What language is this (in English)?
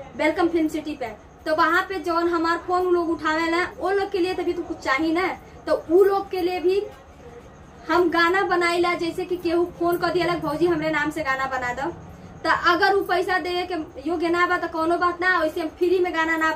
Bhojpuri